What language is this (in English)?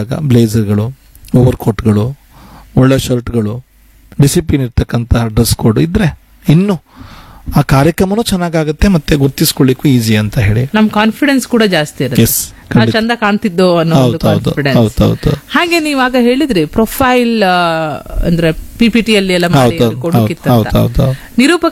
Kannada